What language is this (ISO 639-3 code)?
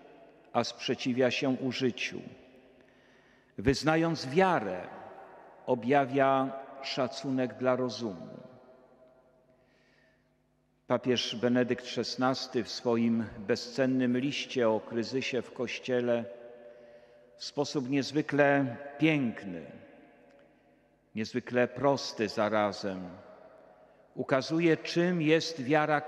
pol